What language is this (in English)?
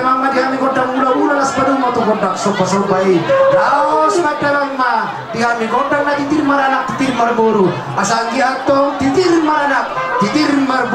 Batak Toba